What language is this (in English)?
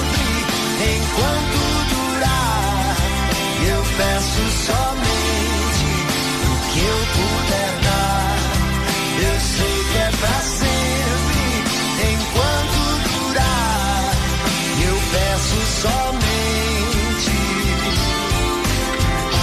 Portuguese